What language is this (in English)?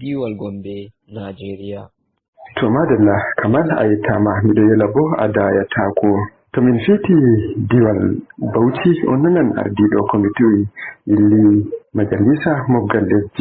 Nigerian Fulfulde